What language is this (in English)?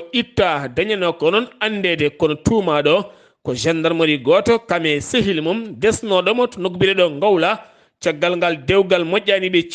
Fula